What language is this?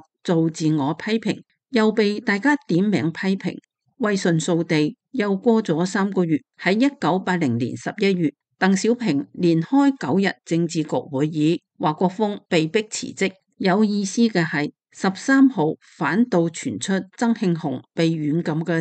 Cantonese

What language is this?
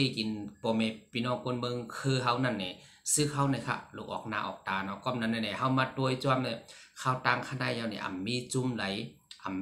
Shan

